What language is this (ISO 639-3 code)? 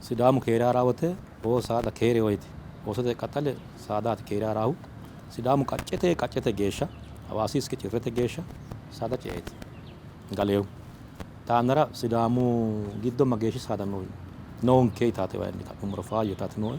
sid